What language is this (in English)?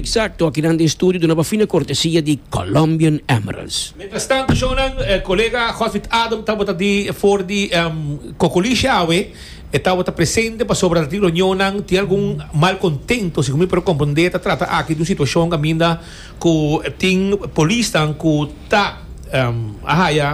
Papiamento